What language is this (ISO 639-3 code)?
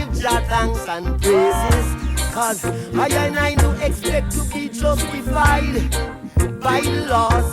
crs